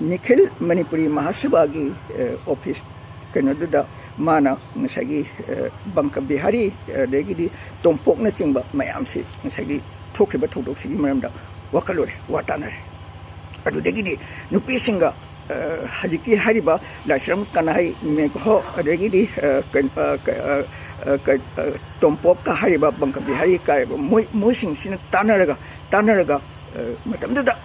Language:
Manipuri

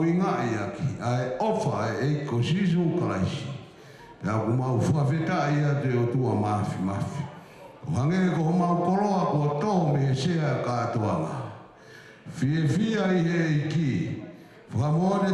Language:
Tongan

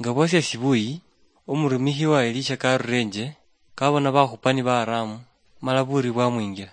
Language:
Luyia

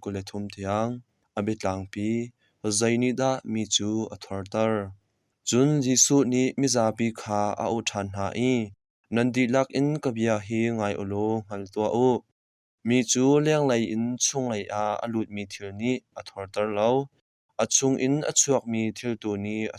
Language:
Hakha Chin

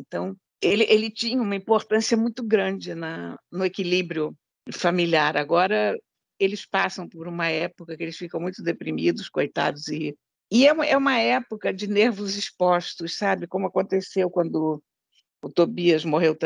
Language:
Portuguese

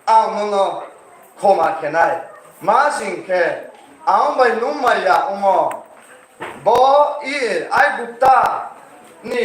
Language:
Riang (India)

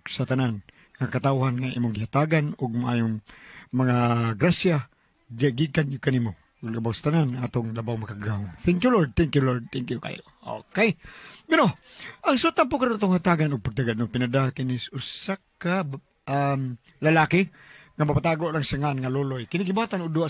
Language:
Cebuano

